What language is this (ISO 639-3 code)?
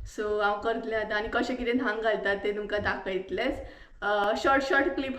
kok